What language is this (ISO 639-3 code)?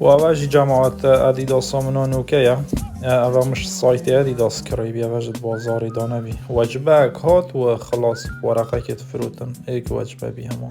kur